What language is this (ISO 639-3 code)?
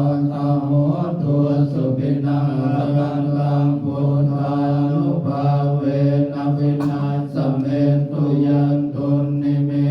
pli